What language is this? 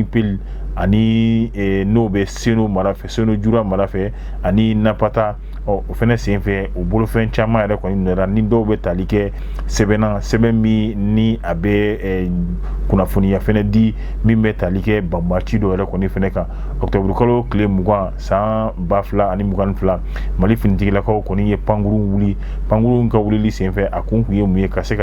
Bambara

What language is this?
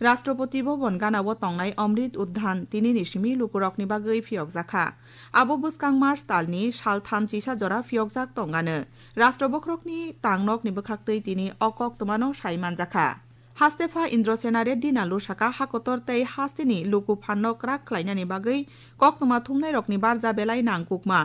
Kok Borok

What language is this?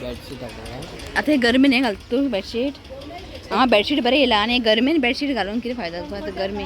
Konkani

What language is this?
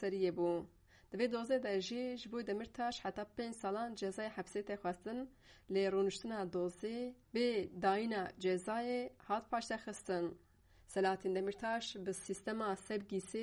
Kurdish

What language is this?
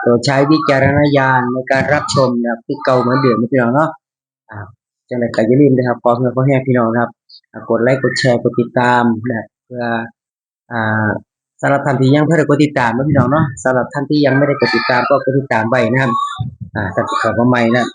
Northeastern Thai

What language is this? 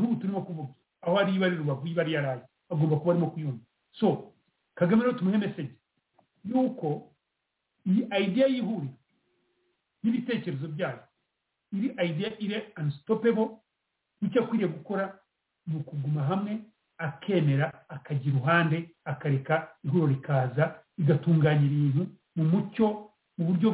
Kinyarwanda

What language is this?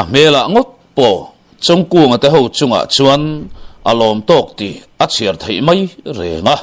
Mizo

